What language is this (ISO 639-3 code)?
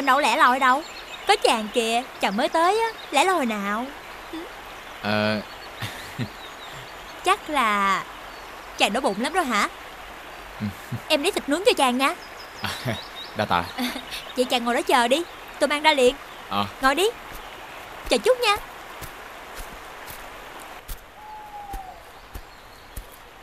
vie